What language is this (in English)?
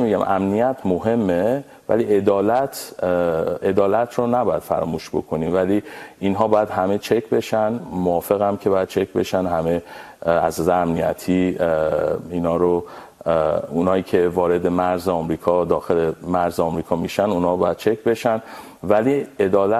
Persian